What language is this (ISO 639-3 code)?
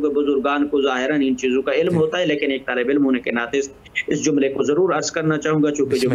urd